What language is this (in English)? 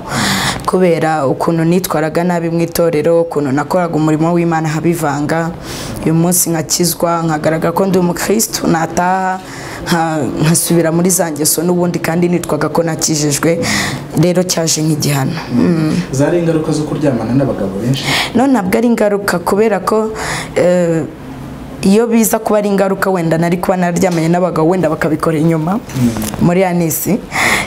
Kinyarwanda